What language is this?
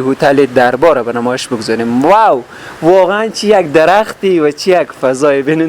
Persian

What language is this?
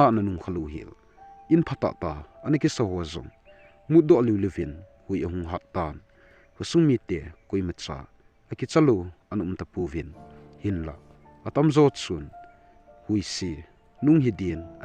Thado Chin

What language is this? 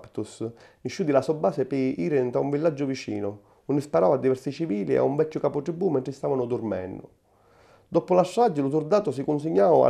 Sicilian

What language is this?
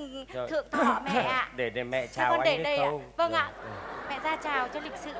Vietnamese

